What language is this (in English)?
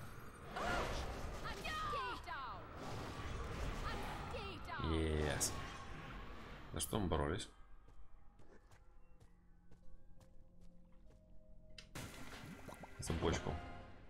Russian